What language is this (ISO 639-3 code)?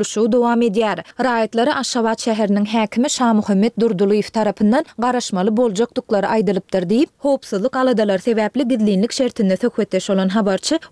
tuk